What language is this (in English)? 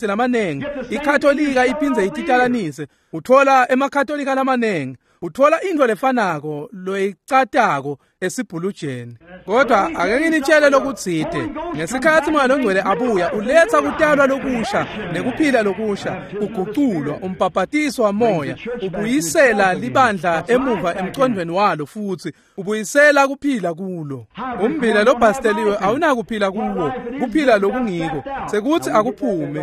Swati